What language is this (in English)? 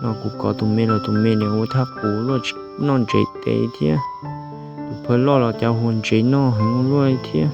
Hmong